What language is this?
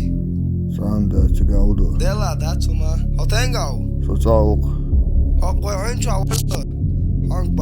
Chechen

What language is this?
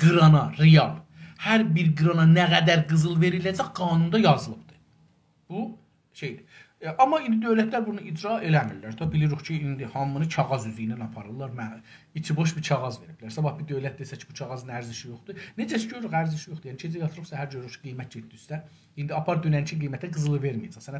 South Azerbaijani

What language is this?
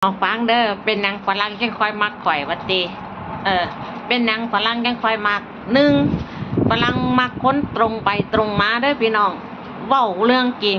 Northeastern Thai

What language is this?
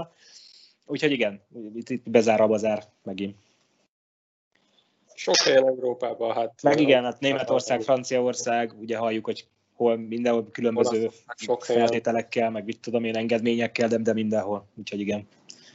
Hungarian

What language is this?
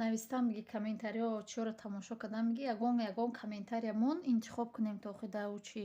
Tajik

